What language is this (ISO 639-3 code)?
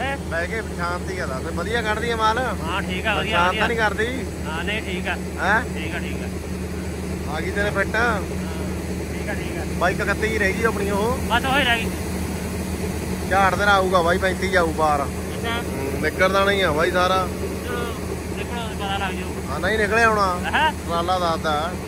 pan